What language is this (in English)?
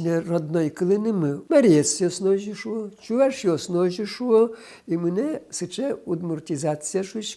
Udmurt